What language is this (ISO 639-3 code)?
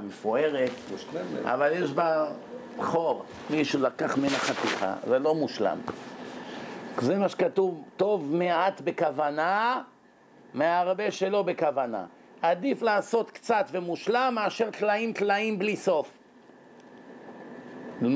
heb